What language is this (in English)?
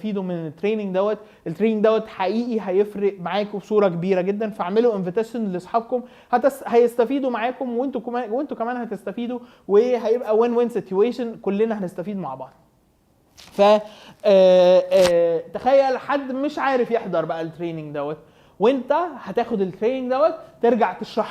Egyptian Arabic